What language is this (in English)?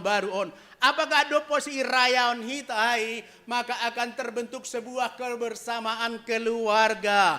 Batak Simalungun